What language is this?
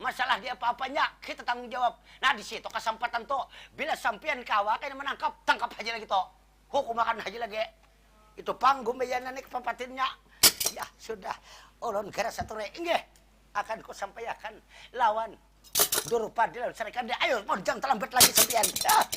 Banjar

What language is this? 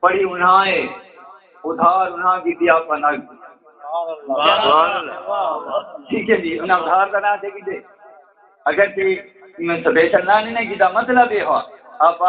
Saraiki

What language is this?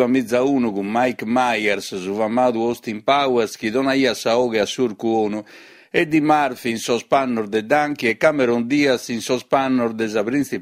Sardinian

